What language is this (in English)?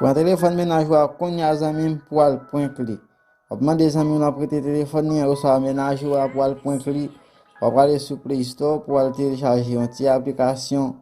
Haitian Creole